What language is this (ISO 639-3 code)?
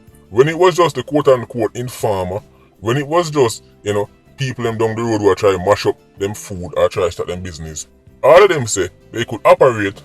jam